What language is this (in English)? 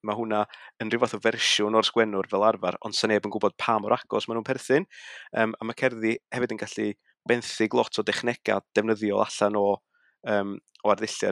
Welsh